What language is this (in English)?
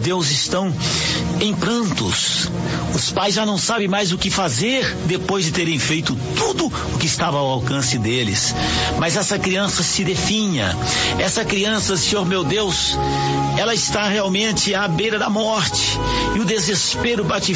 Portuguese